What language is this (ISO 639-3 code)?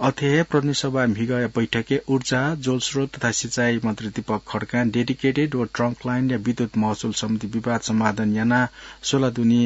new